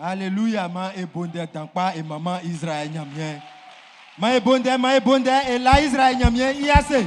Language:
Baoulé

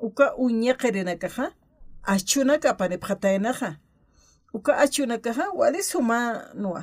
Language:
Aymara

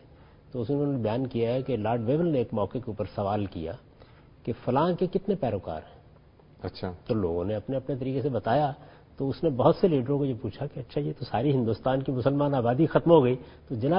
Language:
Urdu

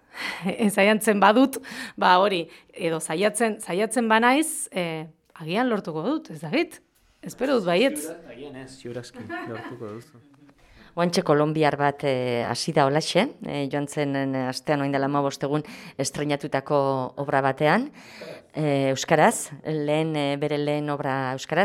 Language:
Basque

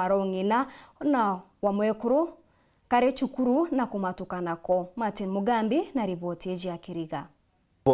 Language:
Meru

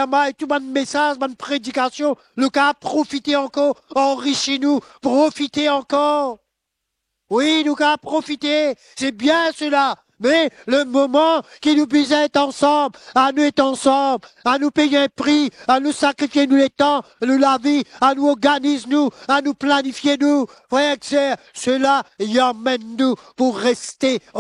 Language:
Morisyen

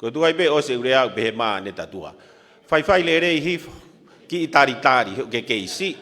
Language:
Tongan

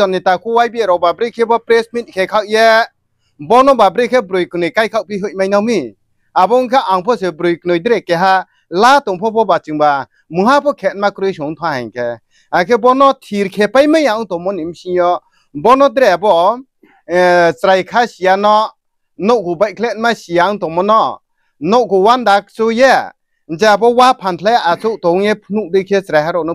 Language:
Riang (India)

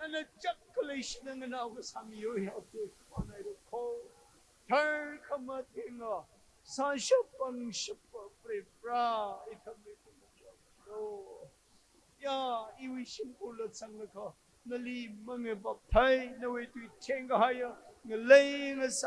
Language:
Tangkhul Naga (India)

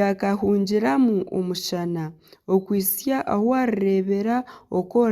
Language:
Nyankole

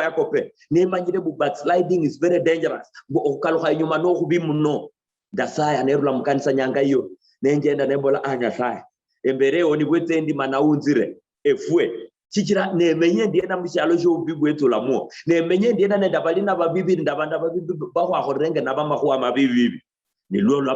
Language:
Luyia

